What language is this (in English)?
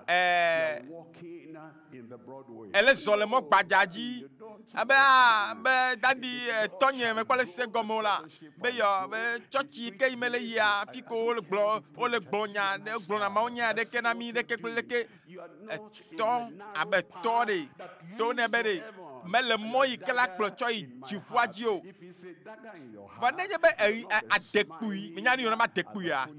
Ewe